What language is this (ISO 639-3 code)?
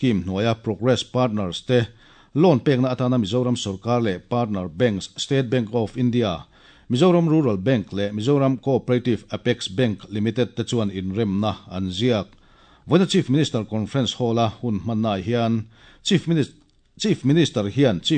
lus